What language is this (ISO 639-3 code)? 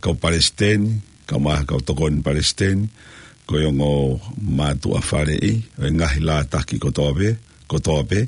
ton